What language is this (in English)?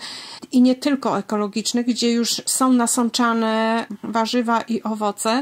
Polish